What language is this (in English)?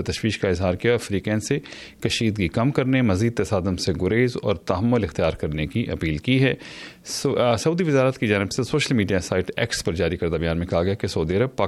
Urdu